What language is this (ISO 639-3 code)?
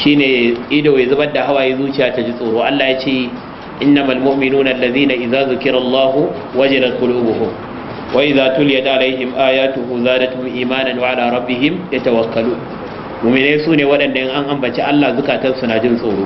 hau